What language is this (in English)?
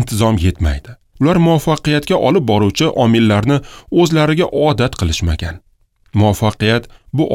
Uzbek